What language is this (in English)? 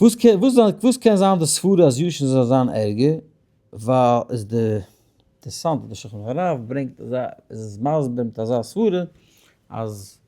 Yiddish